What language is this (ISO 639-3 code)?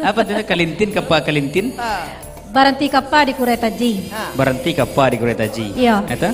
min